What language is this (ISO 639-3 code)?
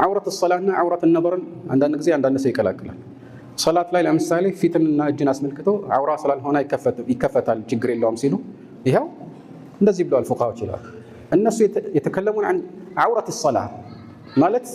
amh